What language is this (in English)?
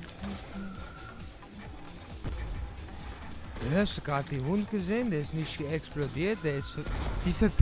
German